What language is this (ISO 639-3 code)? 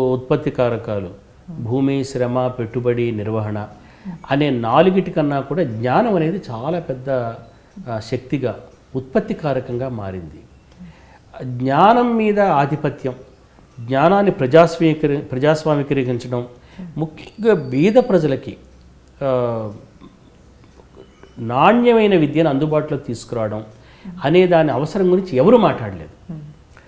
tel